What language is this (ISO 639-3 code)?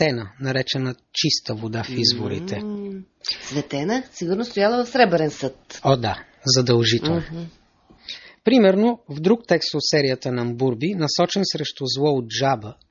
bul